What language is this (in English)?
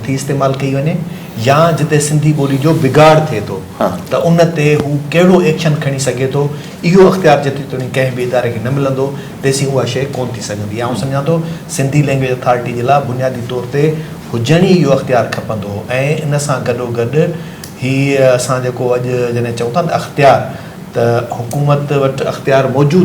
Sindhi